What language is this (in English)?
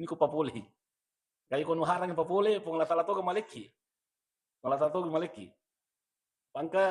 Buginese